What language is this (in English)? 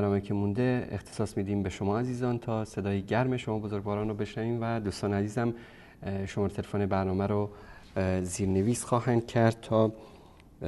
Persian